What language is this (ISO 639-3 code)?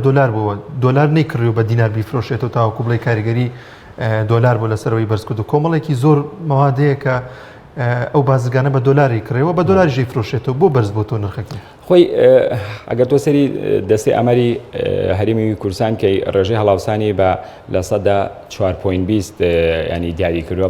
ckb